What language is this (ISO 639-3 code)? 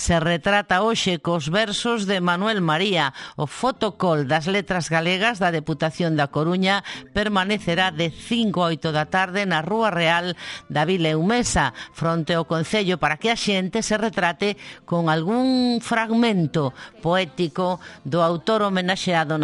glg